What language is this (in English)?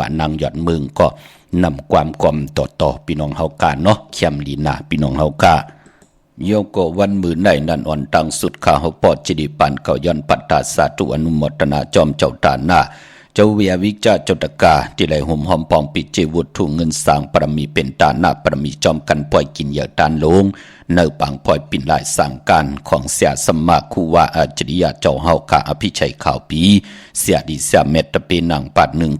Shan